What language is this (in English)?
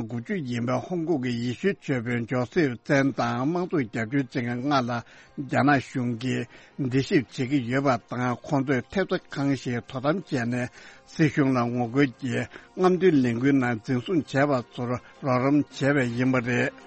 Tibetan